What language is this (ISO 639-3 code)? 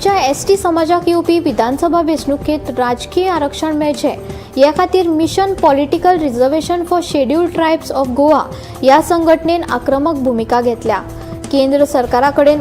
kok